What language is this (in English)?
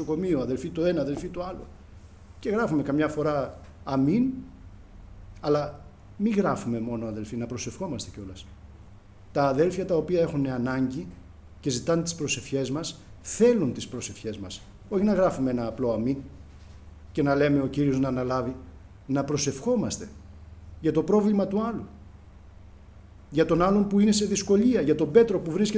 Greek